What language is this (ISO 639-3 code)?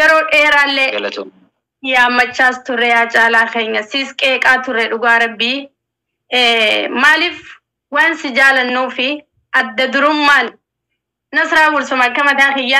orm